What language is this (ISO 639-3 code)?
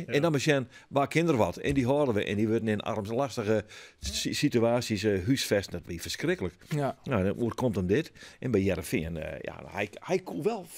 fry